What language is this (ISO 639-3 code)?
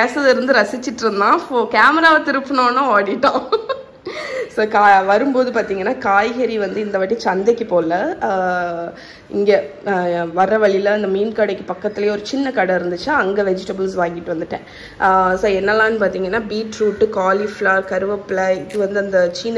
tam